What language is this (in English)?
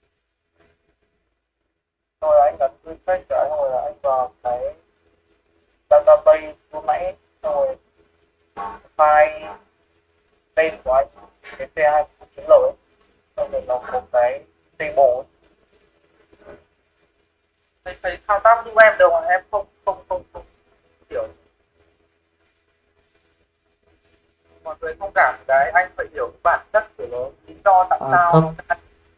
Vietnamese